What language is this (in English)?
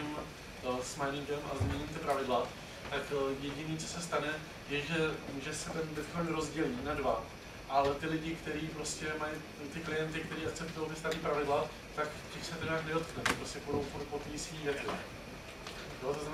Czech